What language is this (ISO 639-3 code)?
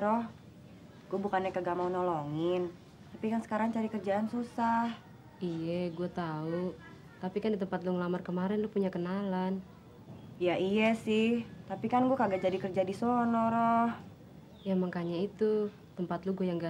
bew